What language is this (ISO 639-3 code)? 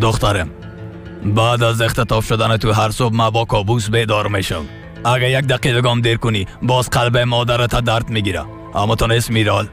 fas